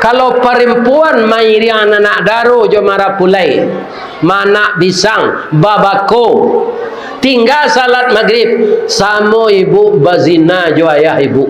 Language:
Minangkabau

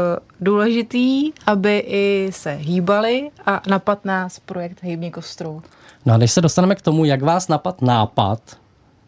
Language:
Czech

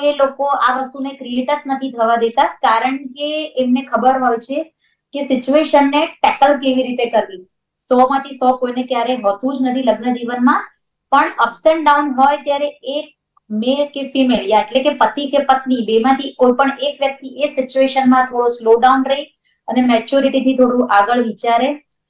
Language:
Gujarati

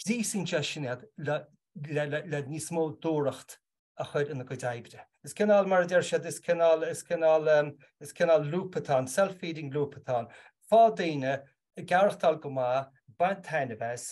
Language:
Irish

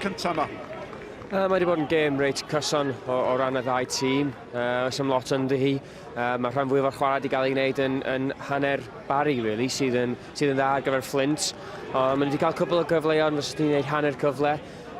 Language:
Welsh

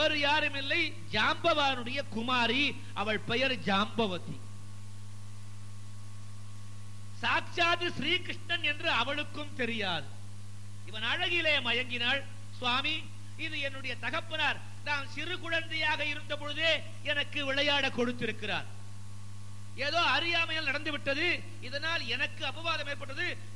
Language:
Tamil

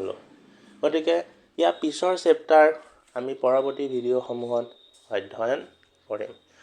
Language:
Assamese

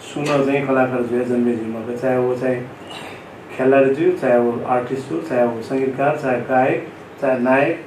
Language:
Newari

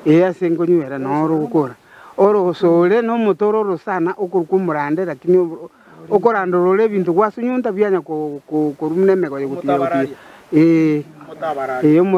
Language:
Gusii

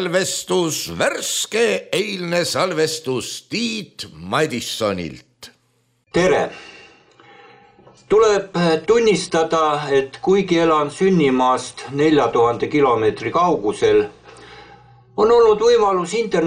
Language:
Estonian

